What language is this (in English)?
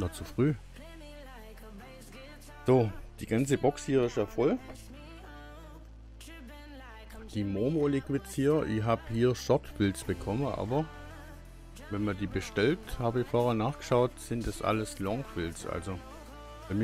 German